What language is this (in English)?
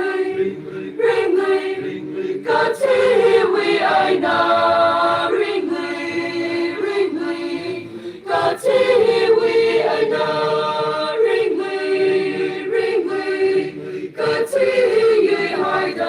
Tangkhul Naga (India)